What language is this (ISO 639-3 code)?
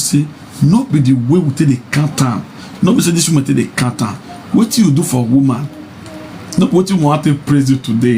pcm